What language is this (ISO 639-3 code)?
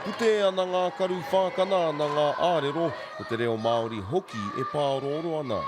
mri